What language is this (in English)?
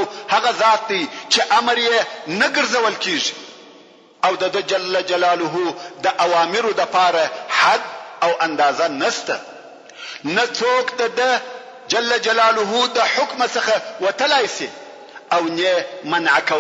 Pashto